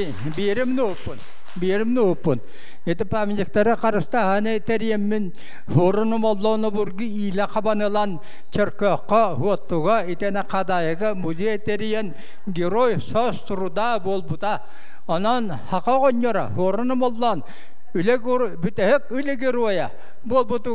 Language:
Yakut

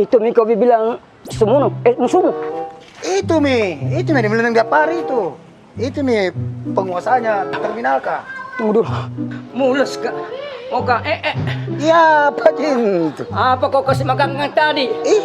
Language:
Makassar Malay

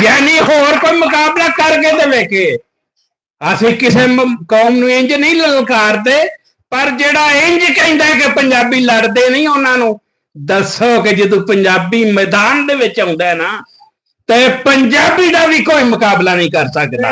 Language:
Western Panjabi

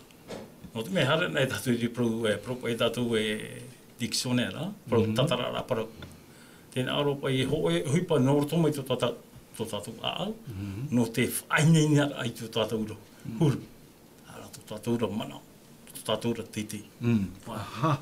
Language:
Tahitian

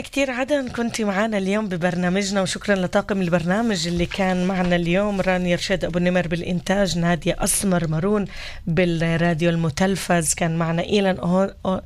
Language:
North Levantine Arabic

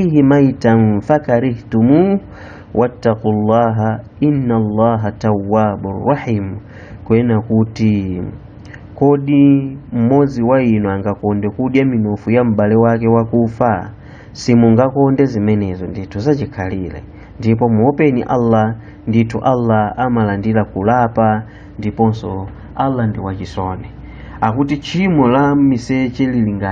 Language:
Nyanja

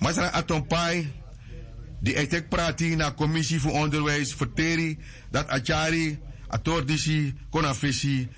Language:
Sranan Tongo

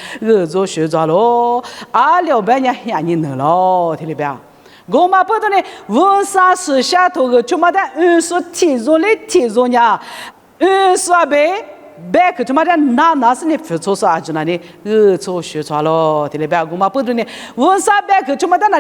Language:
Lisu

